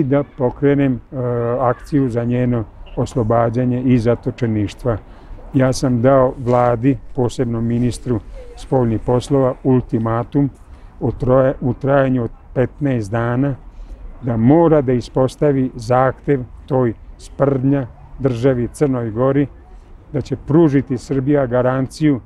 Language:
Serbian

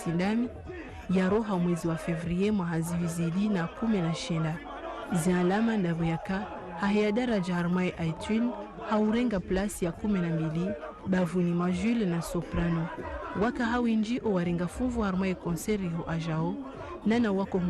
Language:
Ngazidja Comorian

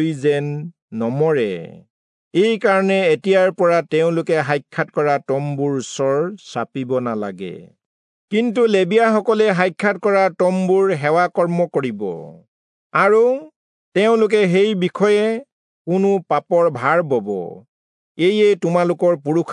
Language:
Assamese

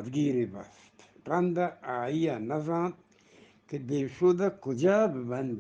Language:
Eastern Balochi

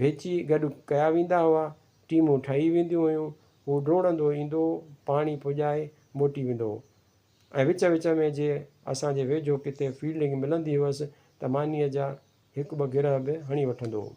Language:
Sindhi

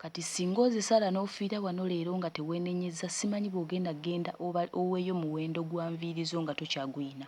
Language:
Ganda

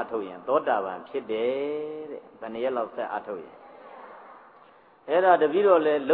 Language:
Burmese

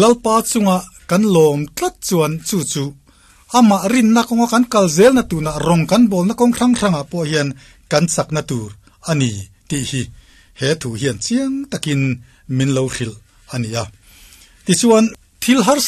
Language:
Mizo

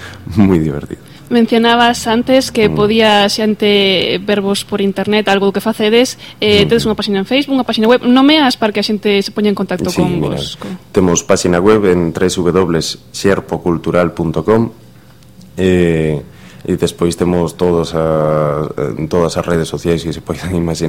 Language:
Galician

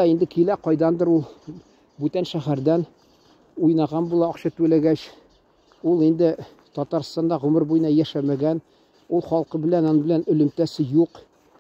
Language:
Tatar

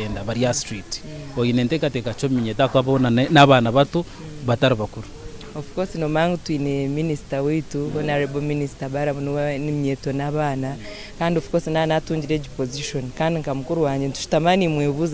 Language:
Nyankole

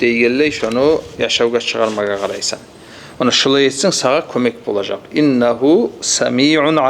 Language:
Kumyk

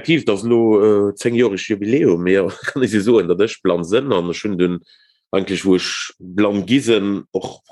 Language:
Luxembourgish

